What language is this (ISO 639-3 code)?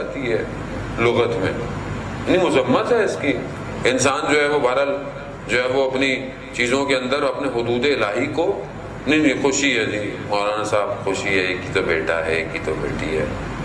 urd